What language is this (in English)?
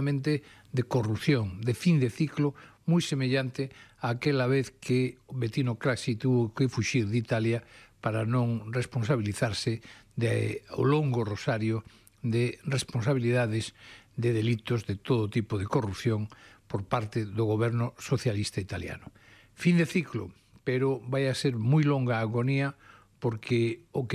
Galician